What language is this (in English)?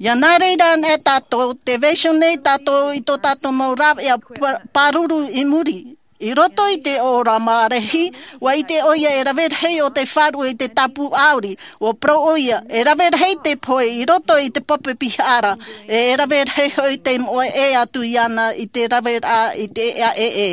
Tahitian